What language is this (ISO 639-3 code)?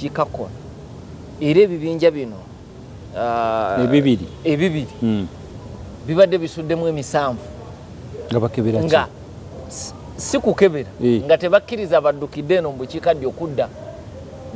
lug